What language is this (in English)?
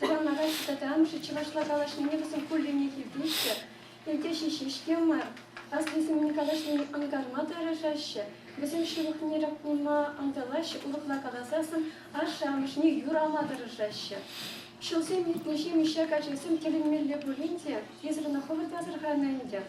Chuvash